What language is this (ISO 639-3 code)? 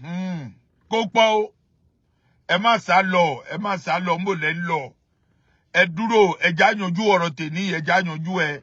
yor